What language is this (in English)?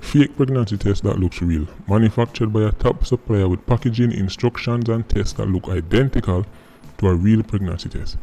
Jamaican Creole English